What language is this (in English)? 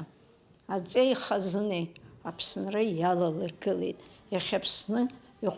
Abkhazian